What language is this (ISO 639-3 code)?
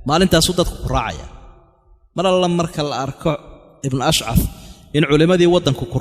som